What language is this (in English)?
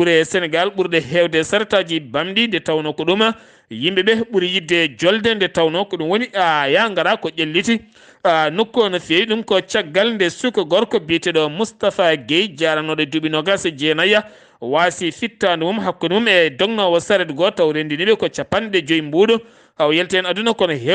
Fula